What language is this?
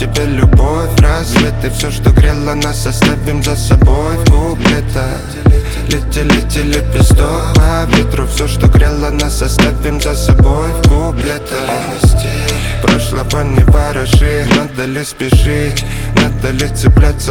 Russian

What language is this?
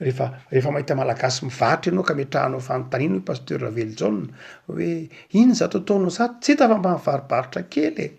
Malagasy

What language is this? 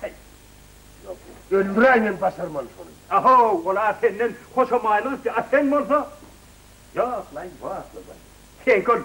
Turkmen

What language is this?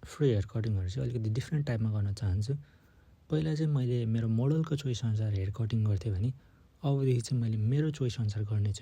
Nepali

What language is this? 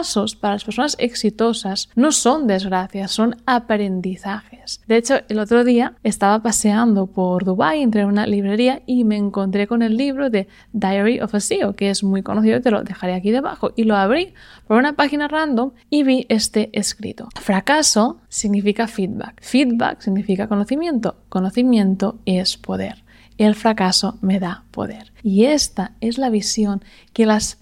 Spanish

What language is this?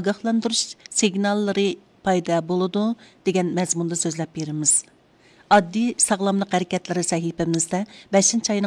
Uyghur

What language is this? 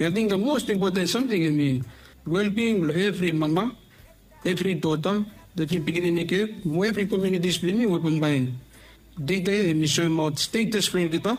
Bislama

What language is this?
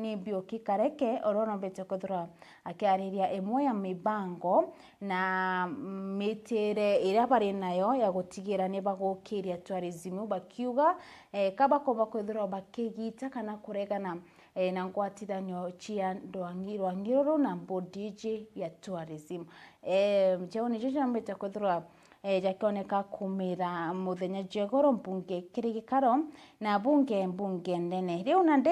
Meru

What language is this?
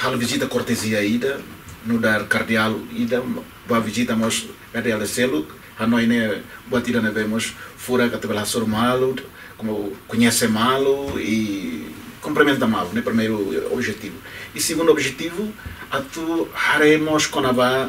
Tetum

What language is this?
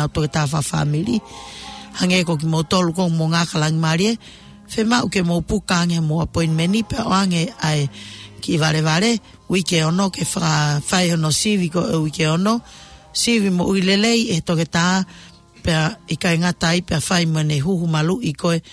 Tongan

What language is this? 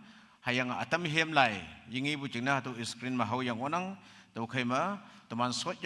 Konyak Naga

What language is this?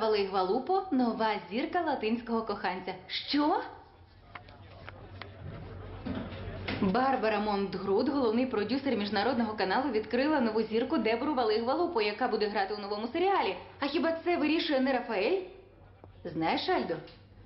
Ukrainian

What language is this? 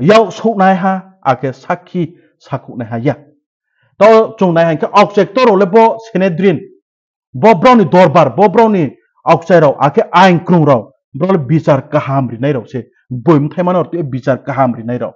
Riang (India)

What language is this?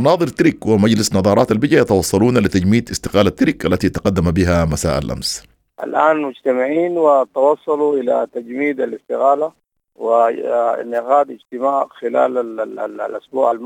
Sudanese Arabic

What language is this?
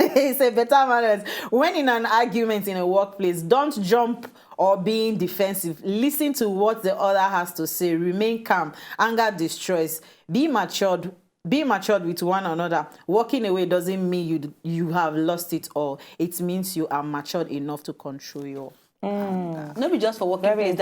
Nigerian Pidgin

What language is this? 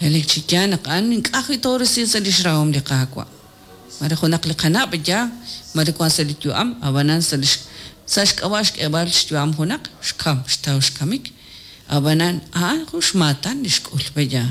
Kekchí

